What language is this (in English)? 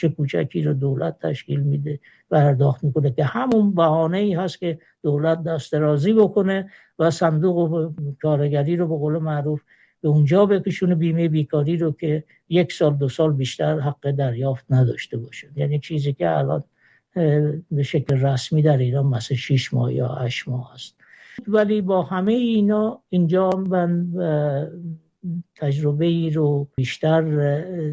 Persian